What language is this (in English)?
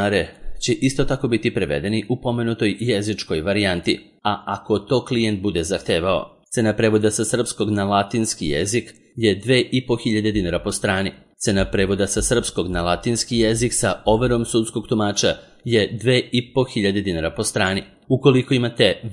Serbian